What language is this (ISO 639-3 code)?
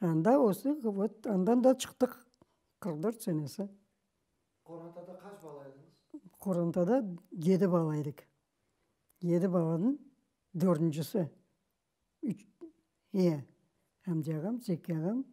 crh